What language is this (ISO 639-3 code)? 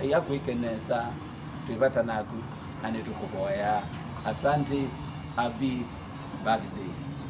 kam